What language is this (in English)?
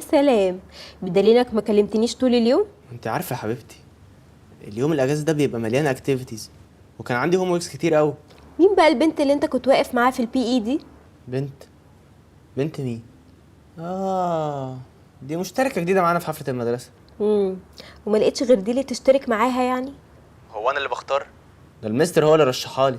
Egyptian Arabic